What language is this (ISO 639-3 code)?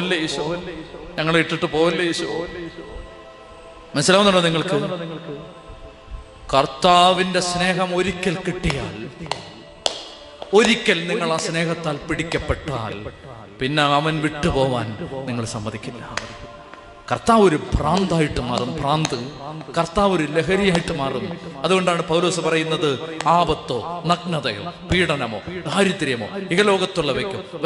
mal